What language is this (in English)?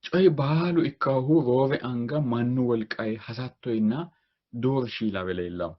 Sidamo